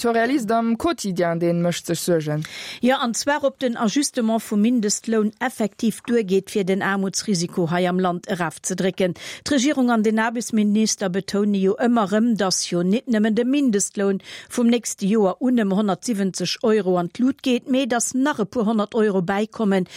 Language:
Luxembourgish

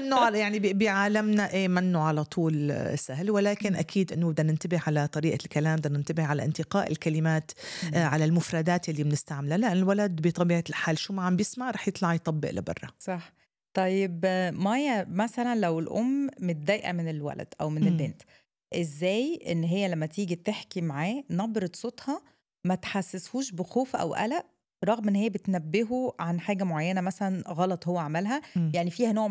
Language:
North Levantine Arabic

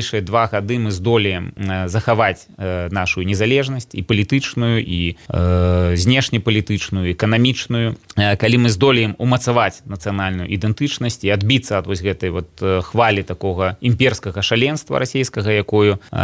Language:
Belarusian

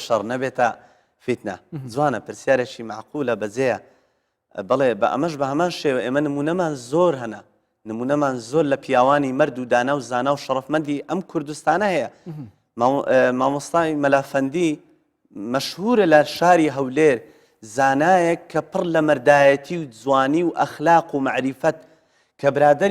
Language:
Central Kurdish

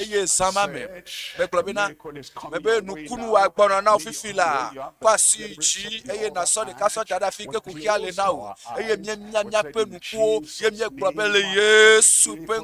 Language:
Ewe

